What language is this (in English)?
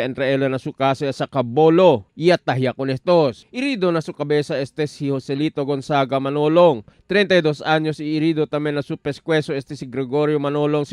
Chavacano